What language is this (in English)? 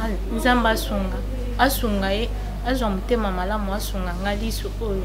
Lingala